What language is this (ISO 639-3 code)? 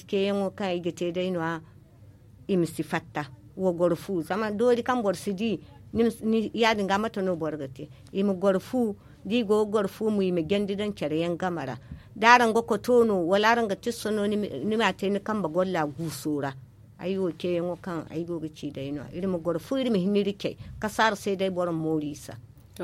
dje